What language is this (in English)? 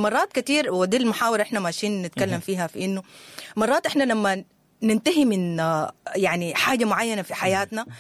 Sudanese Arabic